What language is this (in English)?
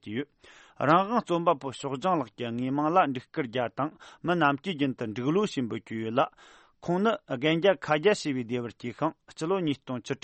Tibetan